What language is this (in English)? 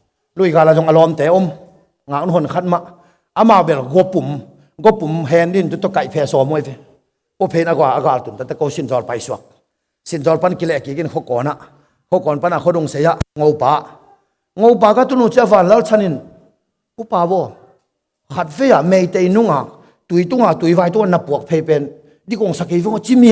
Tedim Chin